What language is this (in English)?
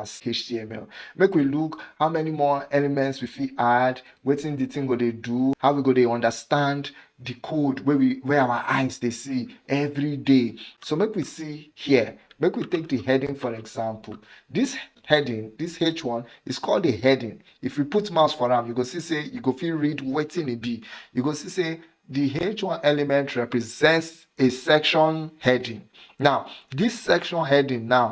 Nigerian Pidgin